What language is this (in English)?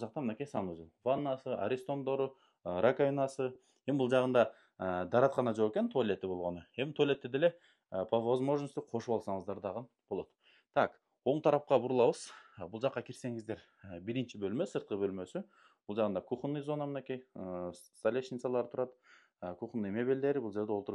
Kyrgyz